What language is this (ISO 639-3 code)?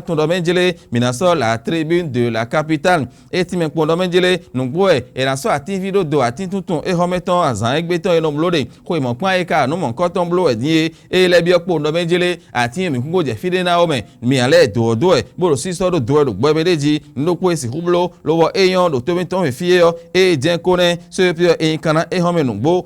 fon